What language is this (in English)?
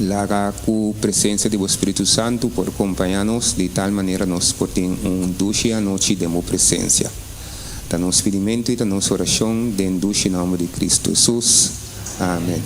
Papiamento